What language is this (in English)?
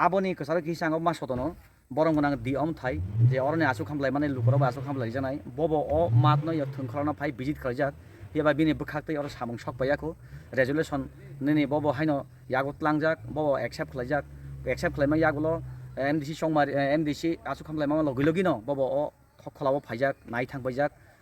Kok Borok